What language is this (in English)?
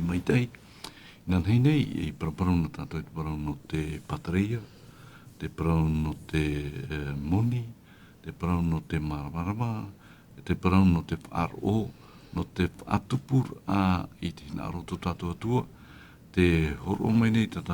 Tahitian